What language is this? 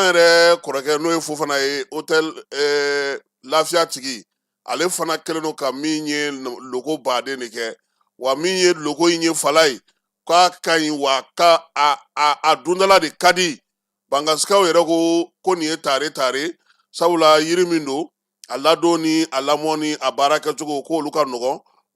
Bambara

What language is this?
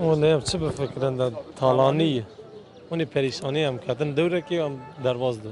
Kurdish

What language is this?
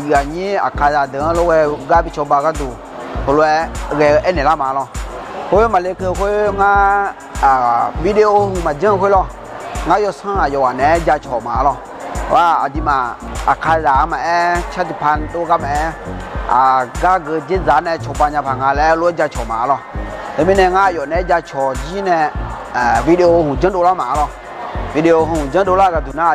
Akha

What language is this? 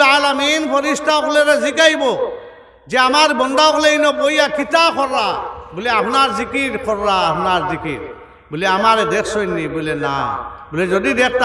Sylheti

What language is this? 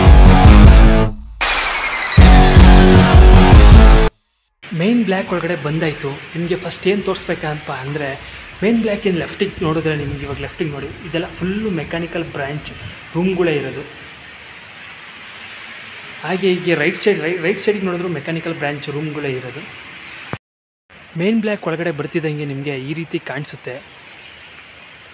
Kannada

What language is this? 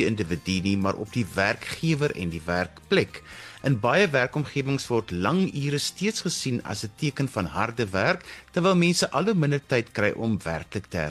Afrikaans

